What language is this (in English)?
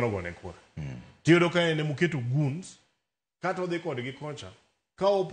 Luo (Kenya and Tanzania)